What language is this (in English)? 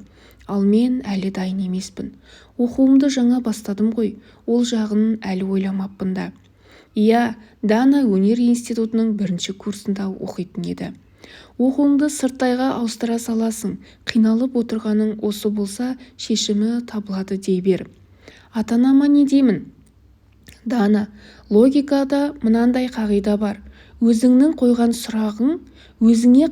Kazakh